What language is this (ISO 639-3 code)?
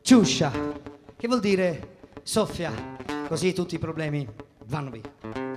scn